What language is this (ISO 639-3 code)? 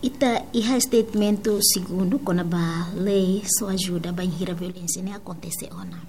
tet